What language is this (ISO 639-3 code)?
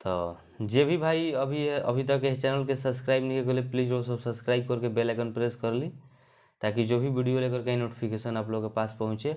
bho